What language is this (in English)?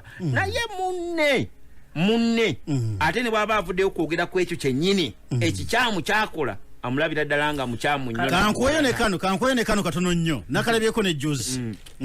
Ganda